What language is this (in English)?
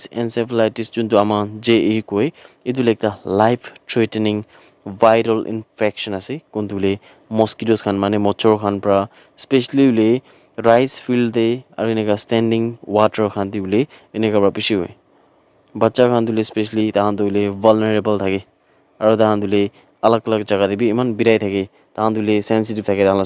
Naga Pidgin